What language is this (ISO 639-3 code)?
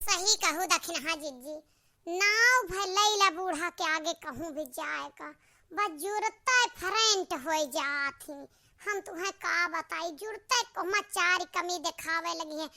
awa